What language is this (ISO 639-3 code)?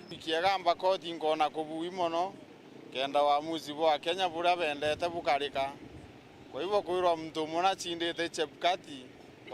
mer